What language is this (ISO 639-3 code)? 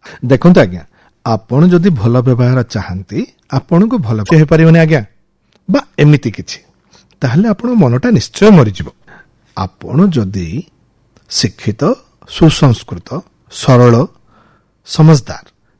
ori